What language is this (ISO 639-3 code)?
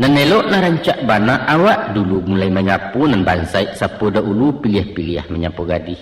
min